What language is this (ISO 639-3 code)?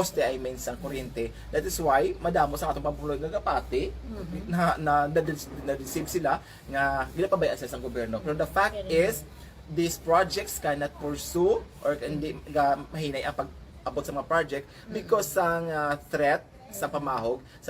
hil